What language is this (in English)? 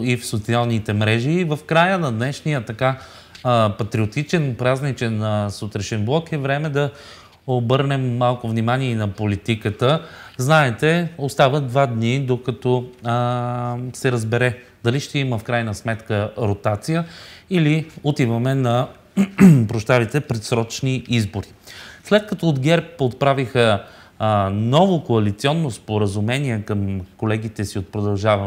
Bulgarian